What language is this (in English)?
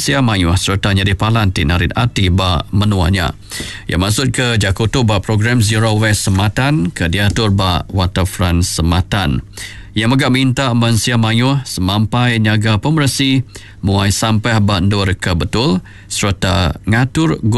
Iban